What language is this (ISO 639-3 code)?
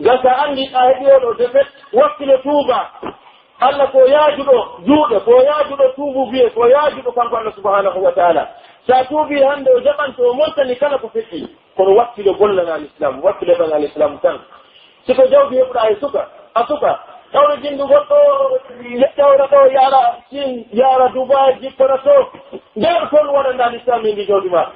fuf